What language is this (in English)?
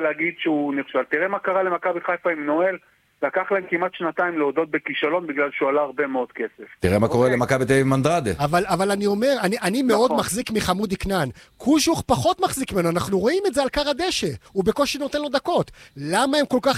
Hebrew